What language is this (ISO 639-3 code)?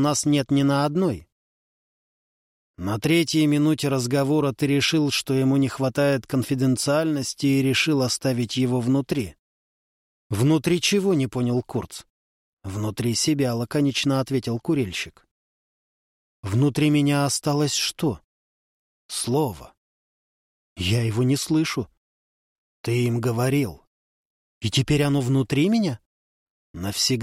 rus